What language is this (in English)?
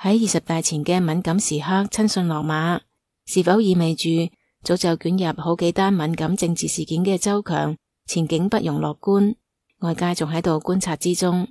Cantonese